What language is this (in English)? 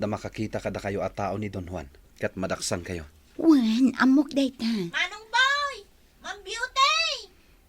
Iloko